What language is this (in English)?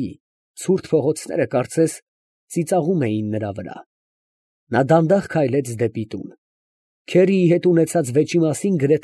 Armenian